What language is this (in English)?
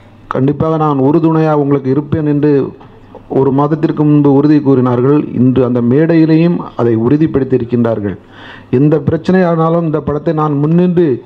Tamil